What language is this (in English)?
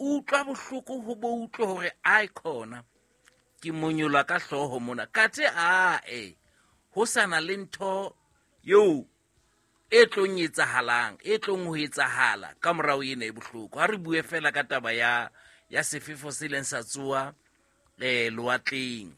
Southern Sotho